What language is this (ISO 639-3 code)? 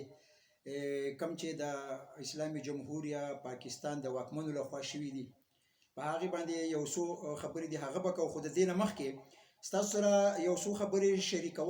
pus